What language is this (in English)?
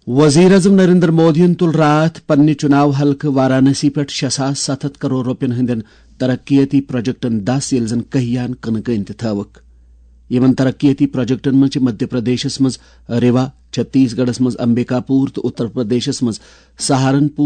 Kashmiri